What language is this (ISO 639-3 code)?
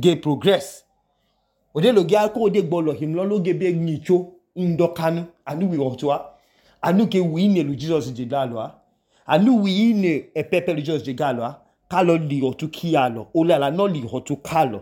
idu